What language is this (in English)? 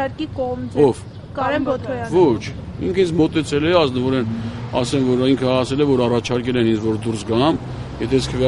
Armenian